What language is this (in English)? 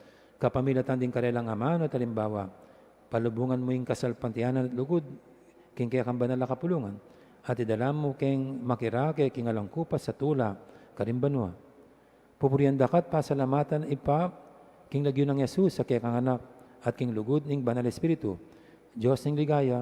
Pampanga